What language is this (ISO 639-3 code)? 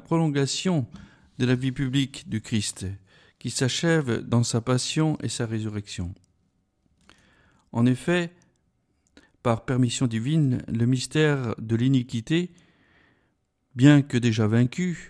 fra